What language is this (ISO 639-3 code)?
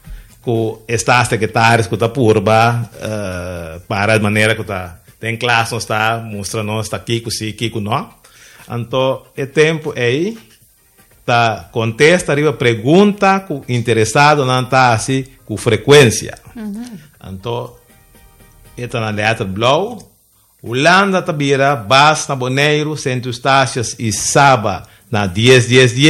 pap